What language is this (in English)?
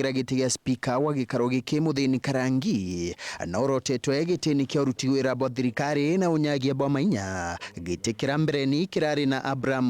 Meru